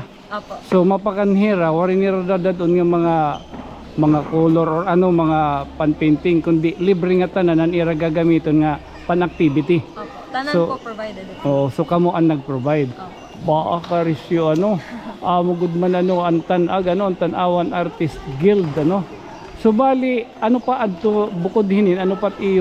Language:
Waray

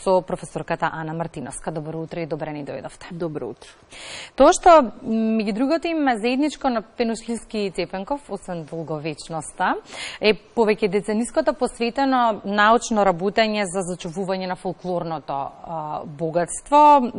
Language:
Macedonian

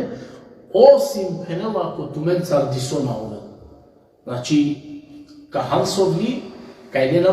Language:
Balkan Romani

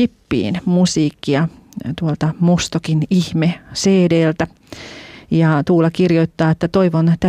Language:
Finnish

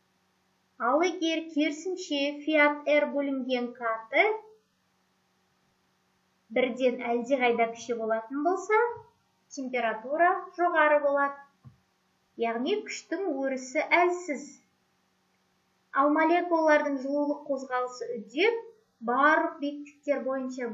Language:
Kazakh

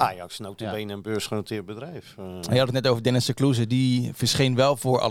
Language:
Dutch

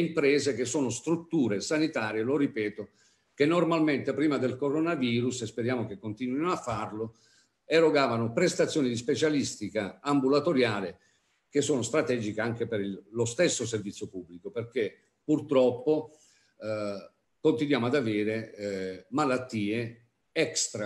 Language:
Italian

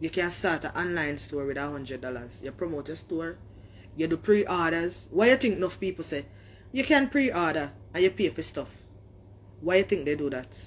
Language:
Jamaican Creole English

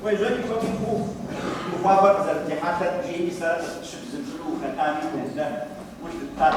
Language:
Kabardian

